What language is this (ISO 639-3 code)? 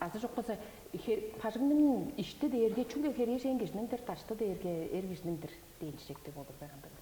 tyv